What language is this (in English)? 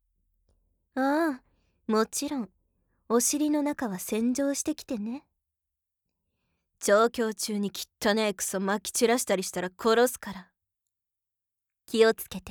Japanese